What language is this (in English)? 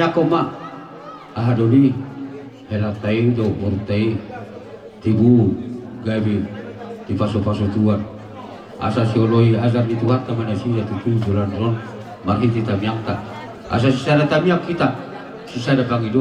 Batak Toba